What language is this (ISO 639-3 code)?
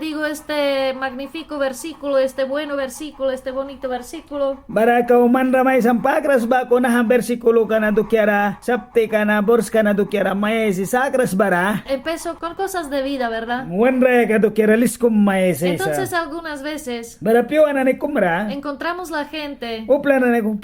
miq